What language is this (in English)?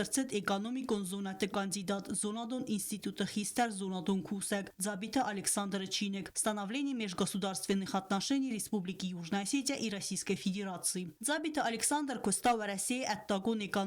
Ossetic